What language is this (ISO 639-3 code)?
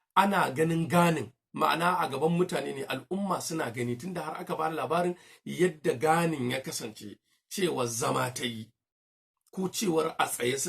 hau